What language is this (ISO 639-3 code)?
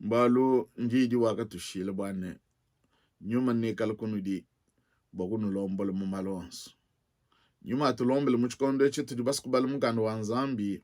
lua